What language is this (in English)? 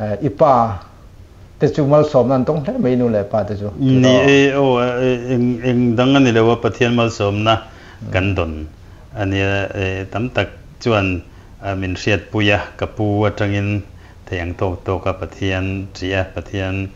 Mizo